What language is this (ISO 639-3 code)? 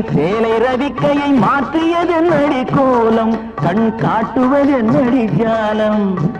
tam